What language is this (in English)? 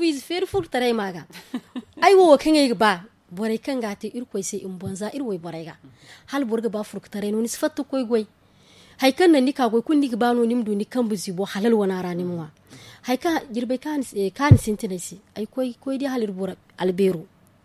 Zarma